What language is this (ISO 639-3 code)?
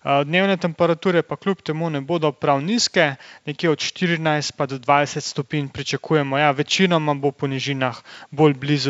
slv